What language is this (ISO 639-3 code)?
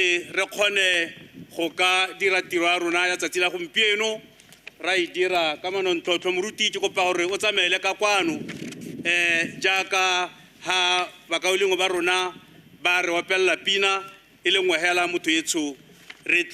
tsn